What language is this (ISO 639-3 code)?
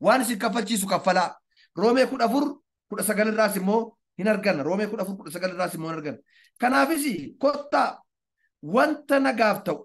orm